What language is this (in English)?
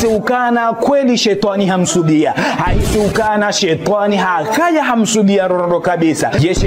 Ngazidja Comorian